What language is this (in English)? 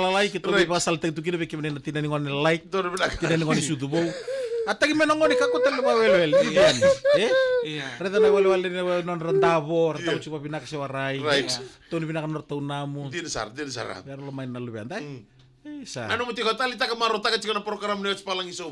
Fijian